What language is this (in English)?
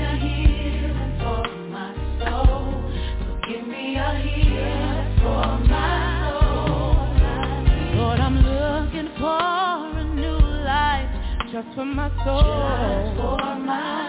English